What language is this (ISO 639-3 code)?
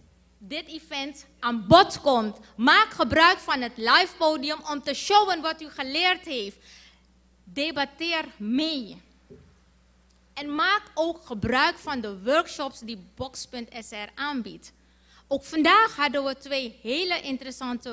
nld